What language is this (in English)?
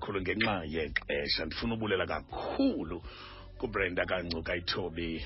Xhosa